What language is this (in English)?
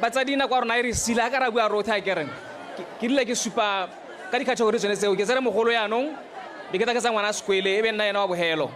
Tswana